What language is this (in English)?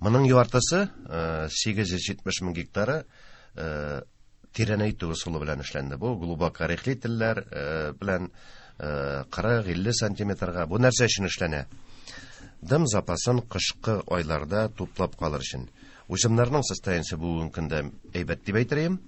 Tatar